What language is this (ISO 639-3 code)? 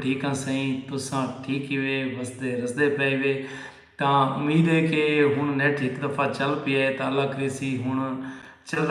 skr